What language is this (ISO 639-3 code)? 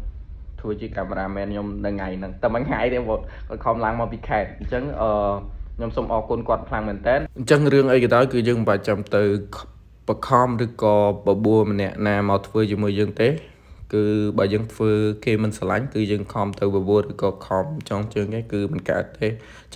khm